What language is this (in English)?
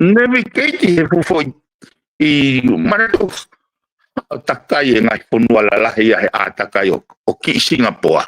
Tongan